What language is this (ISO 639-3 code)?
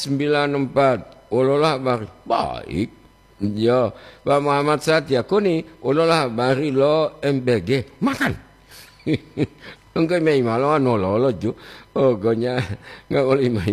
gor